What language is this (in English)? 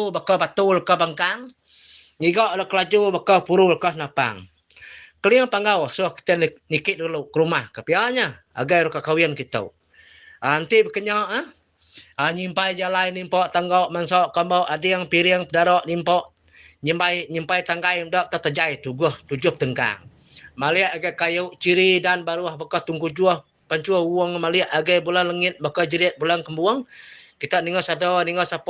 Iban